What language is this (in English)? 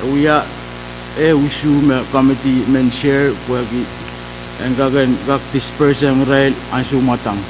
Pohnpeian